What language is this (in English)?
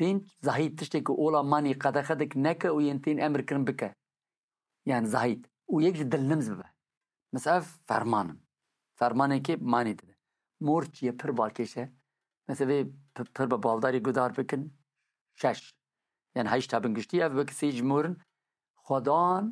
Kurdish